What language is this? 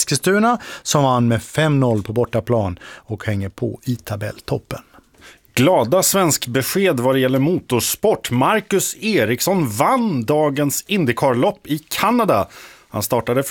Swedish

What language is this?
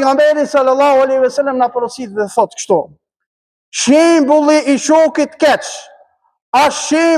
Albanian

